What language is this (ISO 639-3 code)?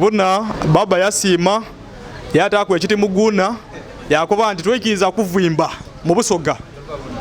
lug